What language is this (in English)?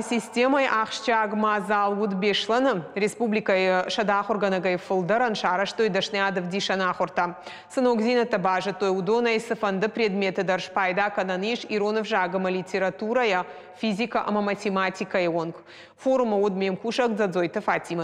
Ossetic